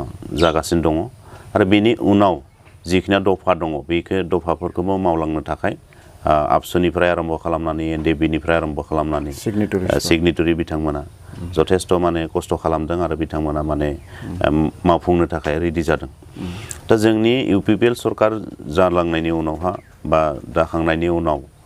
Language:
Bodo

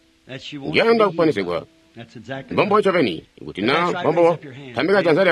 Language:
Tonga (Zambia)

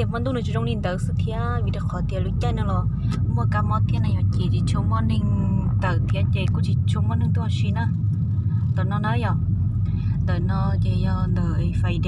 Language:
Hmong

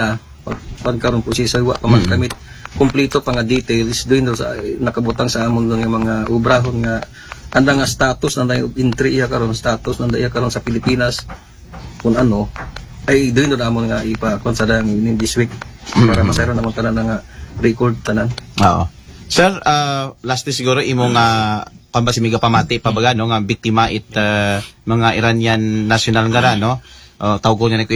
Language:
Aklanon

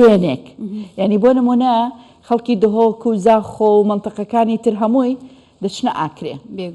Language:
Central Kurdish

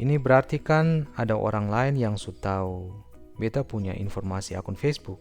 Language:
Ambonese Malay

